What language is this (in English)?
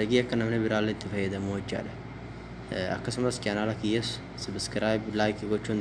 Oromo